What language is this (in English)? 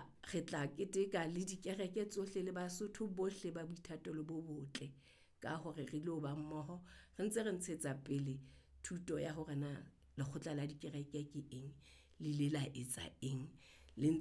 Southern Sotho